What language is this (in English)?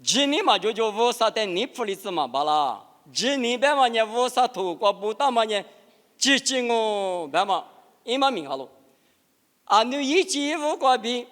Lisu